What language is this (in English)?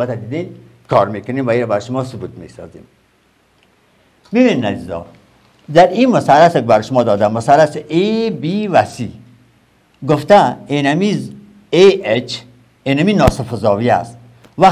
Persian